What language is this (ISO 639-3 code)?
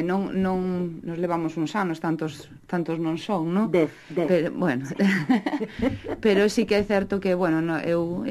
glg